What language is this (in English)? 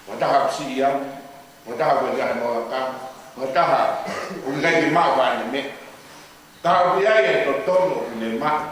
Tongan